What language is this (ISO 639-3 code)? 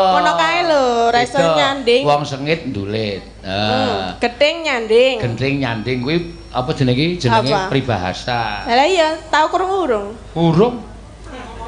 jav